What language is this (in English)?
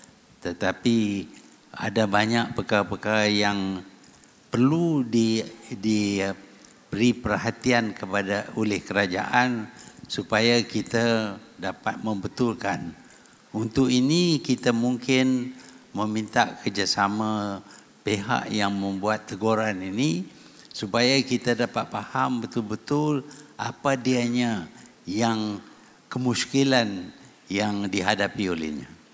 Malay